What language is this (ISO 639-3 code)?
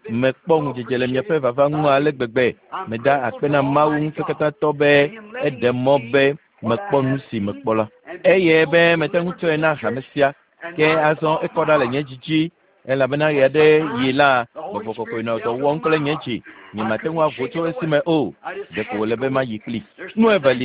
ewe